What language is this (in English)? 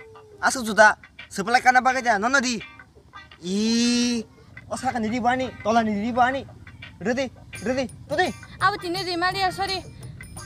Kok Borok